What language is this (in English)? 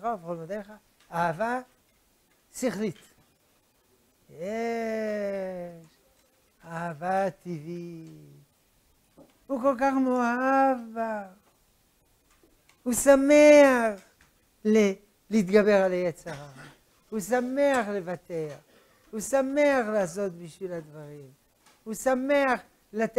Hebrew